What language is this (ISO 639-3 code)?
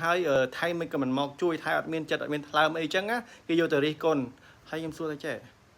khm